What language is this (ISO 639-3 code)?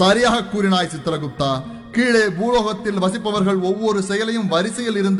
tam